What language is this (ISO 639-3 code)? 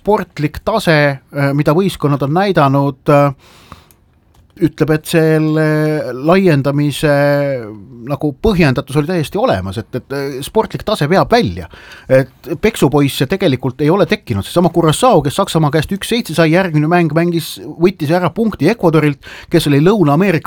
est